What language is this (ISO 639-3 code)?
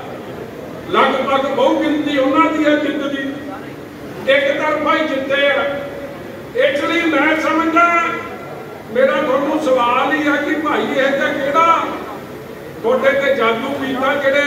pan